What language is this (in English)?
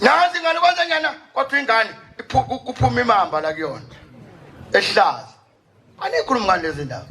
Zulu